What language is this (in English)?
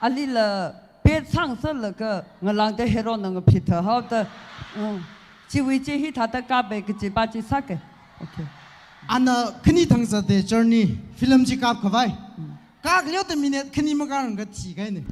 Tangkhul Naga (India)